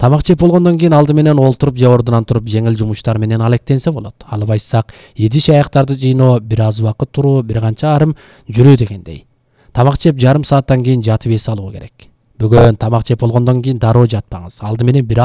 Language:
Kyrgyz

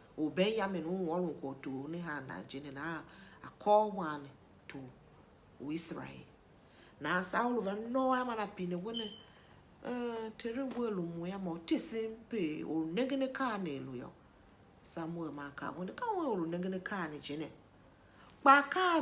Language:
Tiv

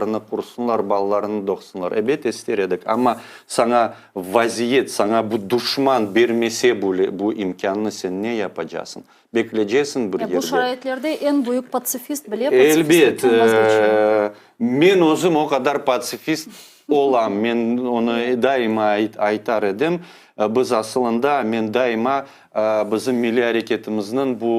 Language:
Crimean Tatar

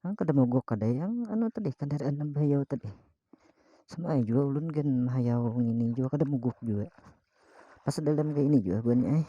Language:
Banjar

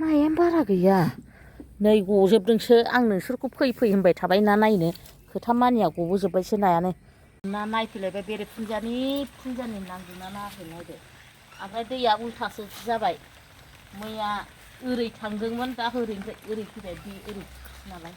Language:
Bodo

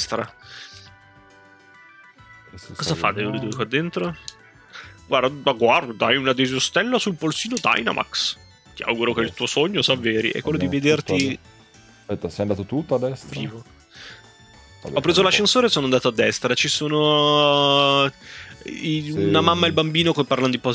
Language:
Italian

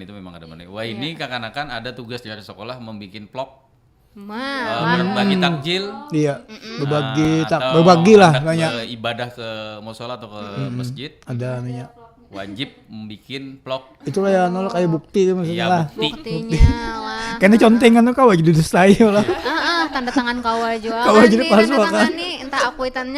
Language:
Banjar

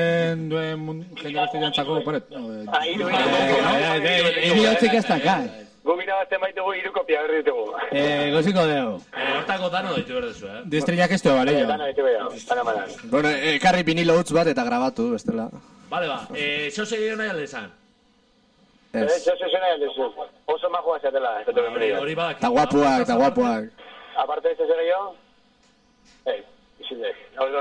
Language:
Basque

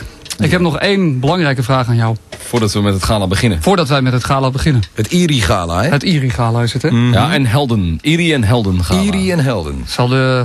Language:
Dutch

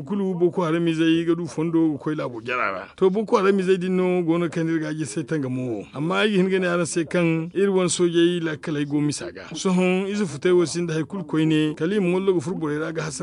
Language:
Zarma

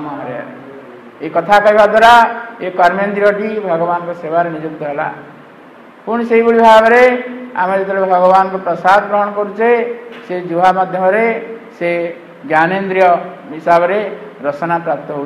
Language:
Odia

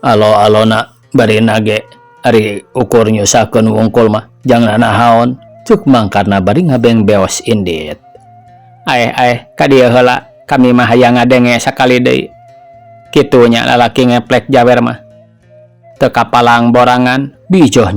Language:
Sundanese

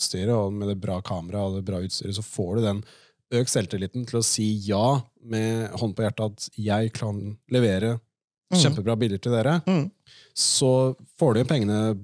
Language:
Norwegian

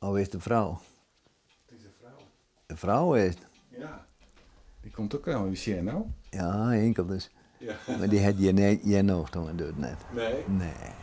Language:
Western Frisian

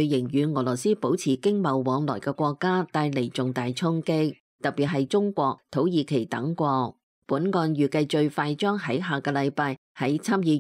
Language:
Cantonese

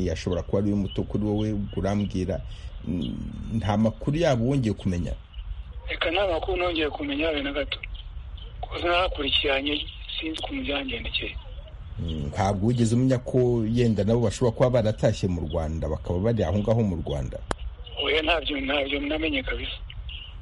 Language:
Kinyarwanda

